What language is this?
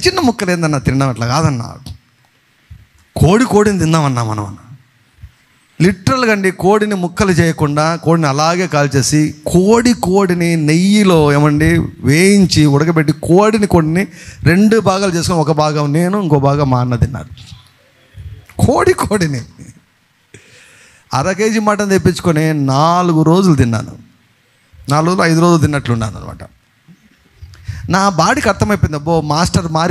Telugu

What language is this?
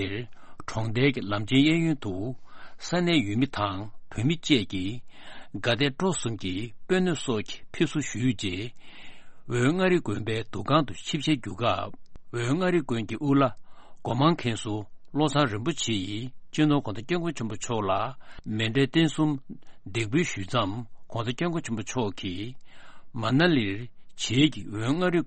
Tibetan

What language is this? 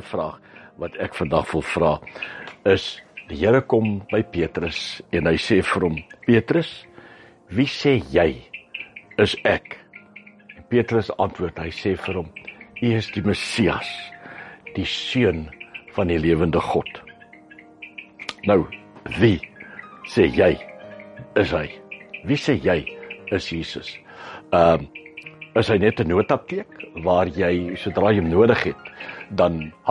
Afrikaans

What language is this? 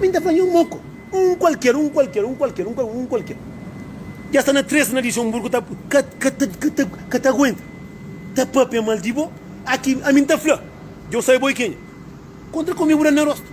Kabuverdianu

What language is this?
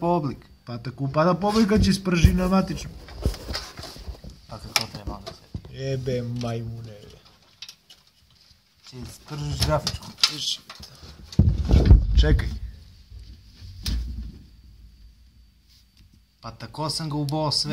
Serbian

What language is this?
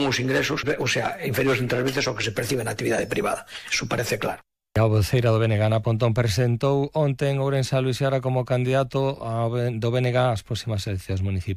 Galician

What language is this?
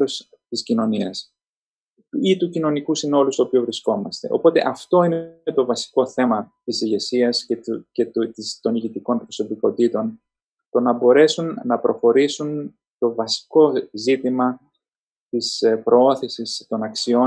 Greek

